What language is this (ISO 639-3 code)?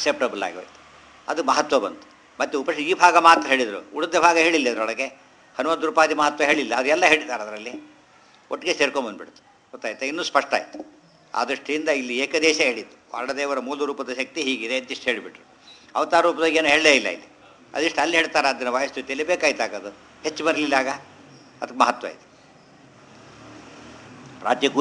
kan